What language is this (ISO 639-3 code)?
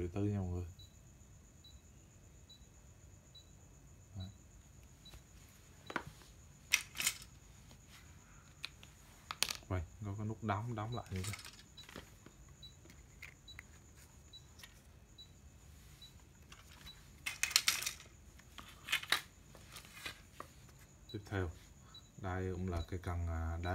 vie